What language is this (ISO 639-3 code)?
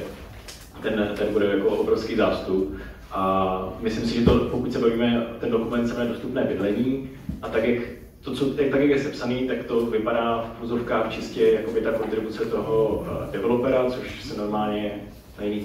ces